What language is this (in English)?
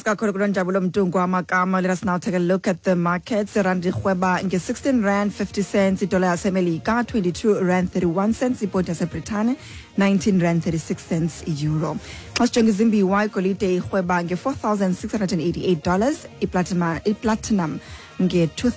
Xhosa